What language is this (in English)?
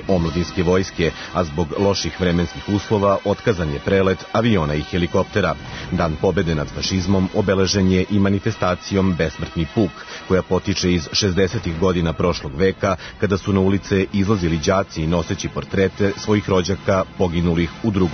Serbian